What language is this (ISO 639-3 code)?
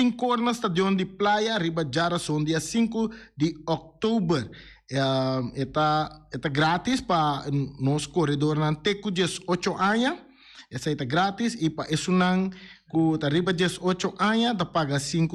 pap